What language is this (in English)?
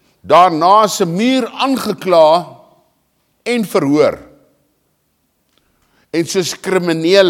Afrikaans